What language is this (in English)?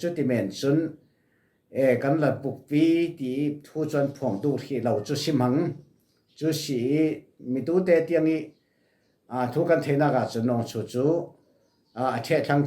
Falam Chin